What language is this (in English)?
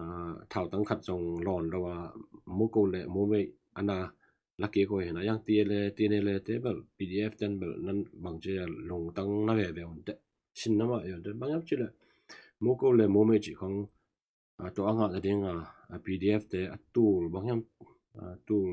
Tedim Chin